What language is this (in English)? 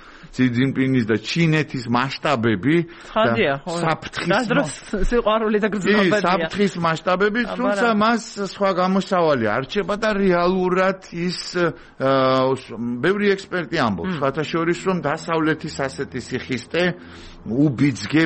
Georgian